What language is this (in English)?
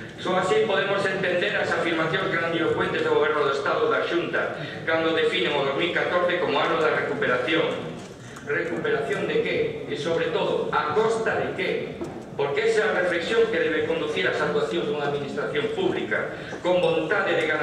Galician